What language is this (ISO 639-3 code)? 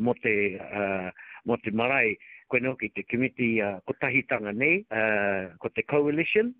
mri